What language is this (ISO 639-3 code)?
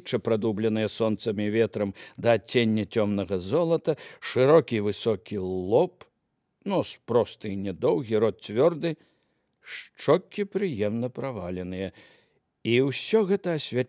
bel